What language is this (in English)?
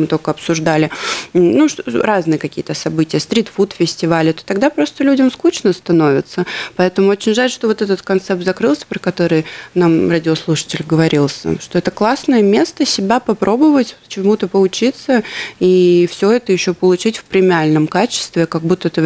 Russian